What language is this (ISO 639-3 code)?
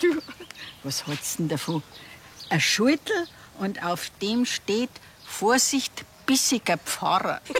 bar